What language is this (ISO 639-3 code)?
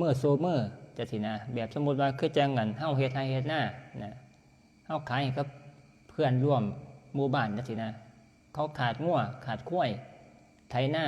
tts